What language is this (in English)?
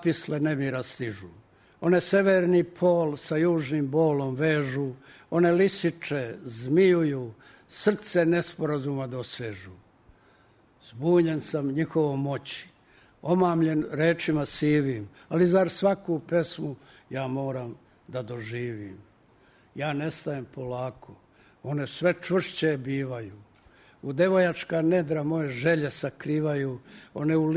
Serbian